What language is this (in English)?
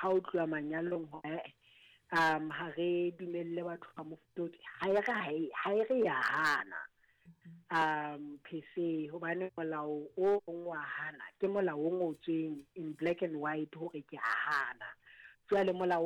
Southern Sotho